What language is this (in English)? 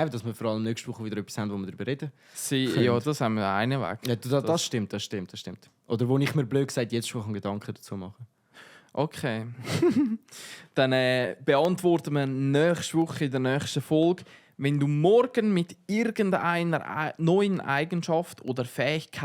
Swiss German